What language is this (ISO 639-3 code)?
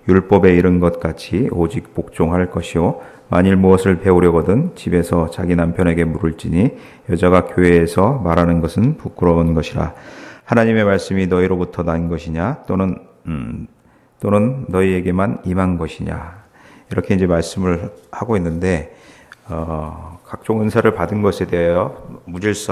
kor